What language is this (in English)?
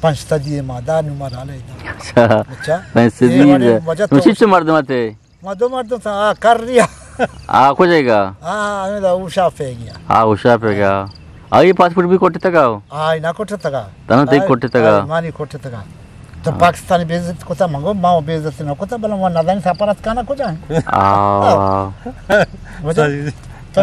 Eastern Balochi